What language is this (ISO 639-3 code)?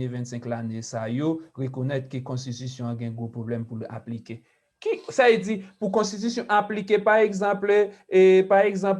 hat